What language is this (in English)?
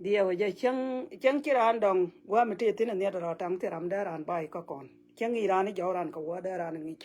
Nuer